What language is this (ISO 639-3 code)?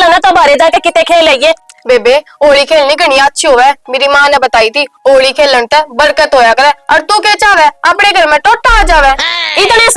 bgc